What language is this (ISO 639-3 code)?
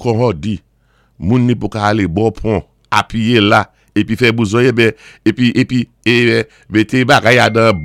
acf